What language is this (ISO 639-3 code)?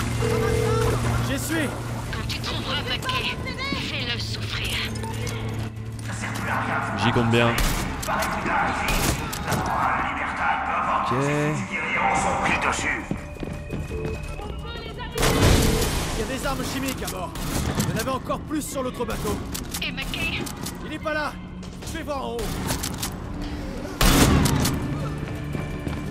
fra